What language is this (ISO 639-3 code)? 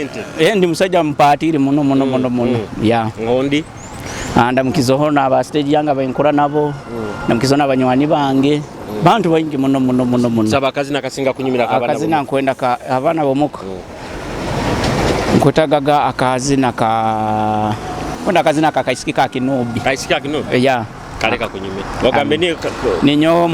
nyo